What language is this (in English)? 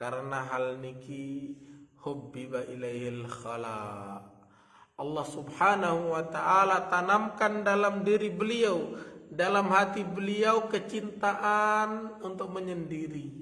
Sasak